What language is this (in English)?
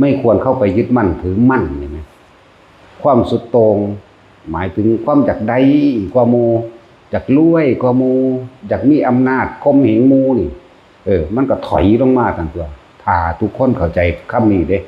Northeastern Thai